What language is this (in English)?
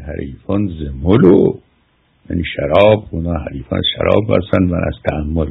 Persian